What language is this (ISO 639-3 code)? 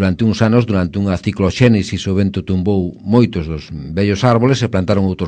glg